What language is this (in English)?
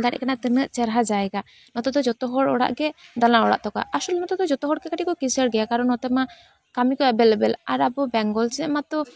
Santali